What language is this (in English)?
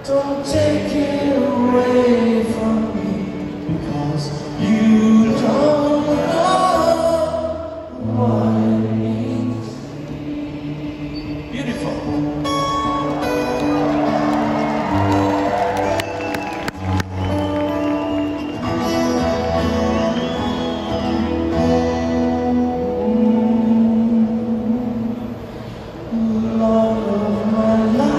English